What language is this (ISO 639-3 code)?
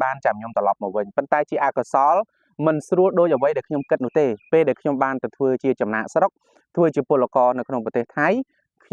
khm